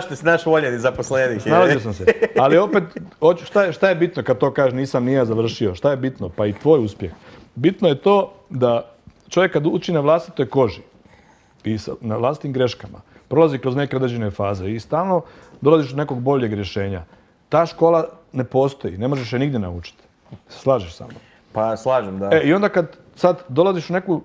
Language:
Croatian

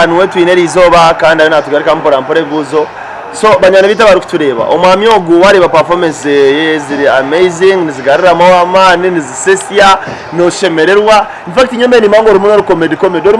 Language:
Nyankole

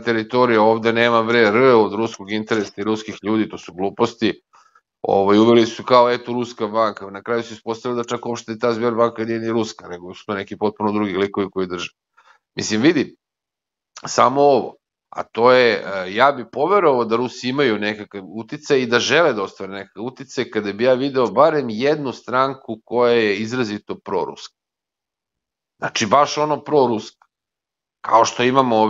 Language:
Serbian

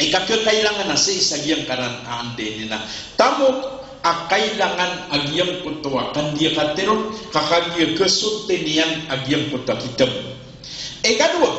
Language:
Maranao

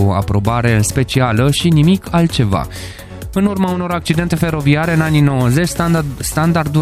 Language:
Romanian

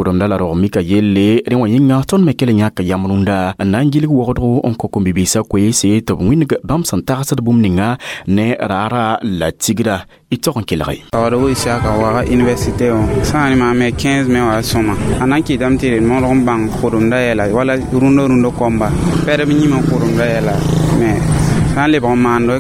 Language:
Mossi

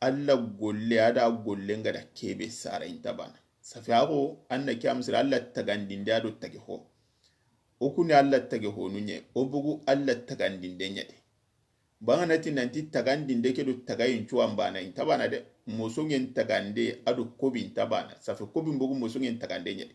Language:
Soninke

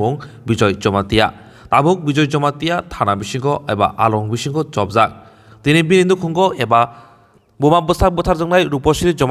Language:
Kok Borok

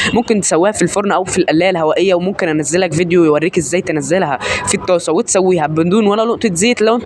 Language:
Egyptian Arabic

